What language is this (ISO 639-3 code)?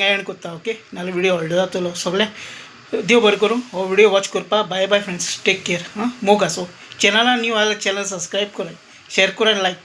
kok